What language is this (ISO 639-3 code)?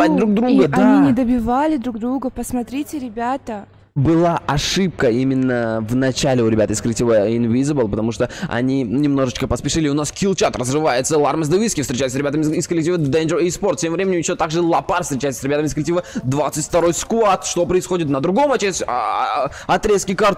rus